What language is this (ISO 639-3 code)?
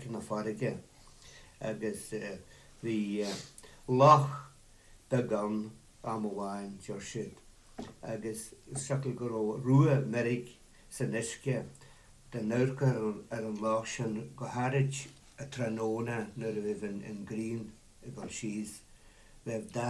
gle